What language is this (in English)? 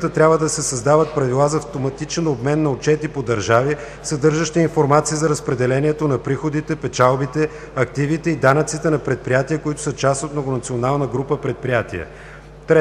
Bulgarian